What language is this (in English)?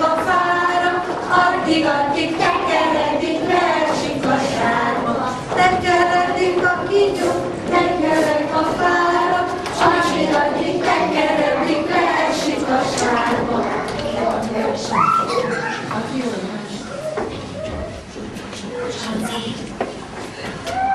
Hungarian